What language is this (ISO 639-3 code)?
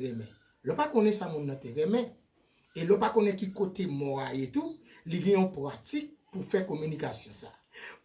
hat